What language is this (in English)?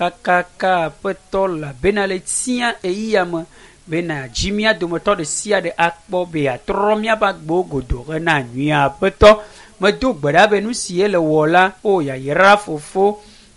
Ewe